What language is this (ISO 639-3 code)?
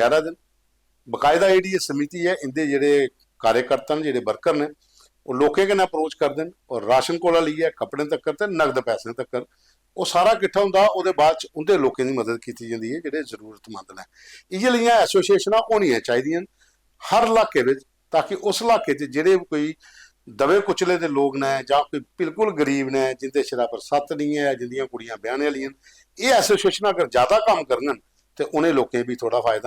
doi